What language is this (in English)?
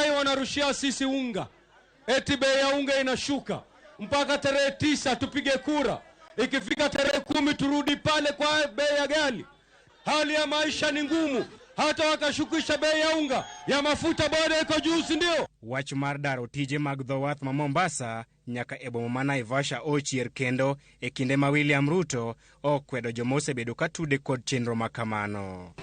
Luo (Kenya and Tanzania)